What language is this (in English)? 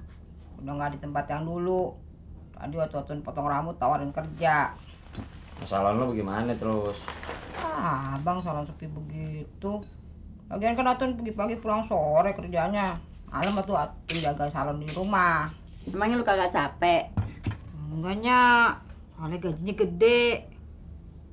Betawi